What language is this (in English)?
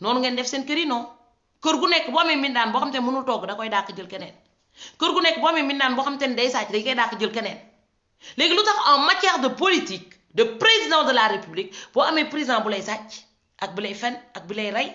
Wolof